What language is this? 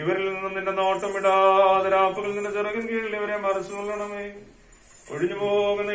Malayalam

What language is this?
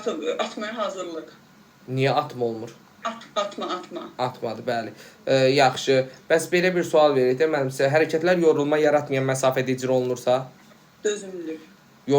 Azerbaijani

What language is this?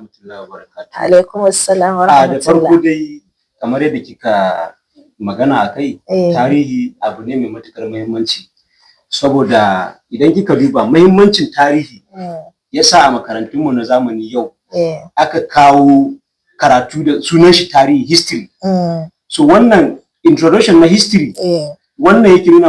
Hausa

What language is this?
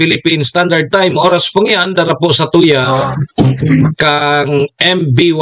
Bikol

